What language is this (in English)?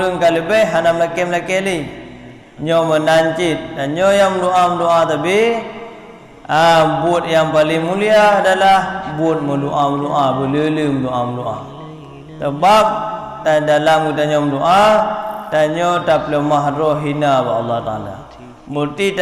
Achinese